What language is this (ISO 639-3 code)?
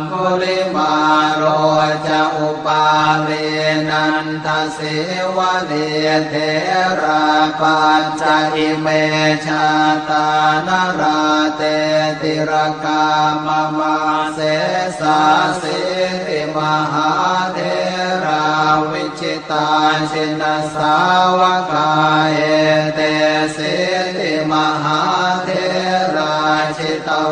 pli